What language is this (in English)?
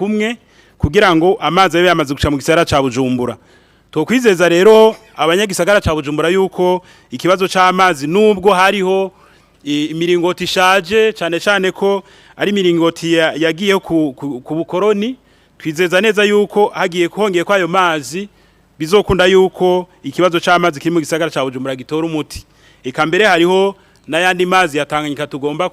Rundi